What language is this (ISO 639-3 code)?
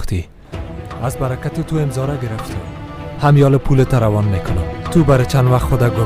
fas